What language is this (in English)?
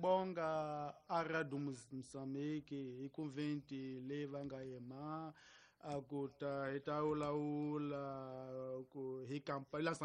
Tsonga